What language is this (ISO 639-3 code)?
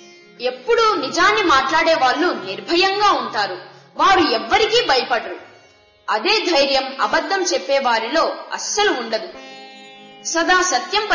tel